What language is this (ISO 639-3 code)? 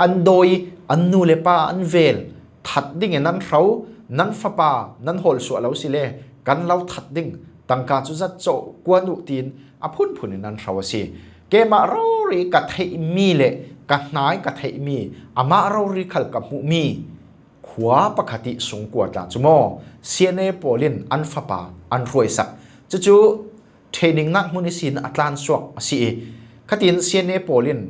cfm